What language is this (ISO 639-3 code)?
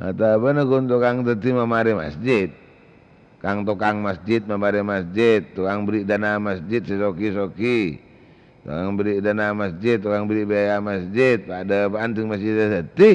mad